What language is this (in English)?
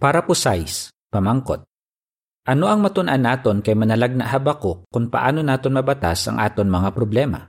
Hiligaynon